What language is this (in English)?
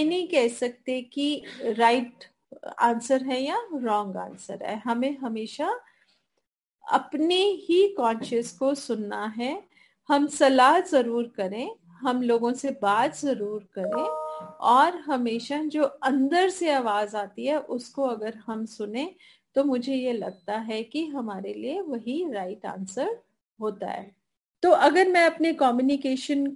Hindi